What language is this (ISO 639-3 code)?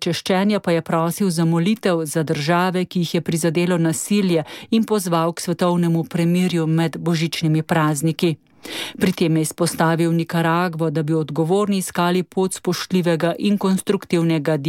slv